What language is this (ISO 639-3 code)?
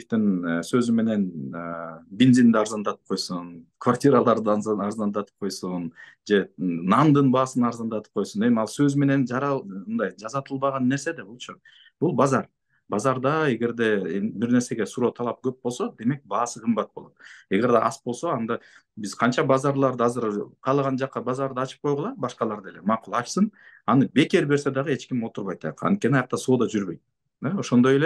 kir